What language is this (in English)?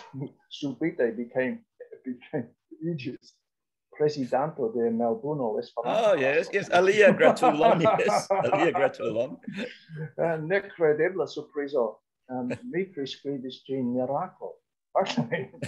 Esperanto